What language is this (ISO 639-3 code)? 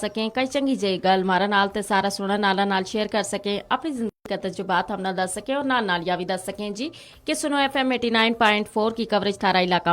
gju